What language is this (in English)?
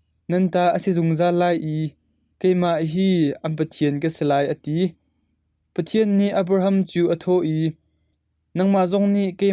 Hakha Chin